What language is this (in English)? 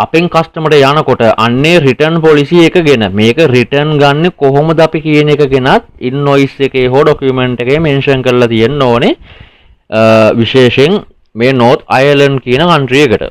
Sinhala